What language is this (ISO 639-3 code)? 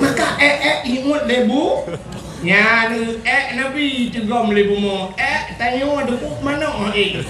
ace